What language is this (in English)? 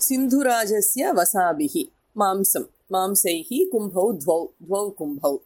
Sanskrit